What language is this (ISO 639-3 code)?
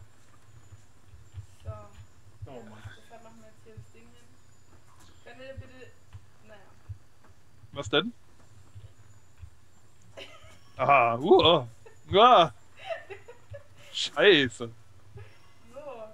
deu